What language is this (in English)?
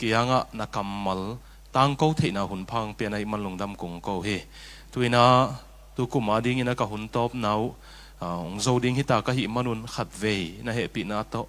Tedim Chin